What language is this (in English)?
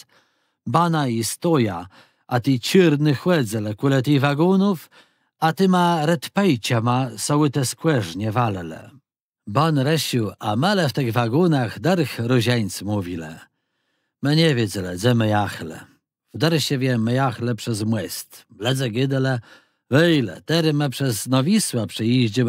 Kashubian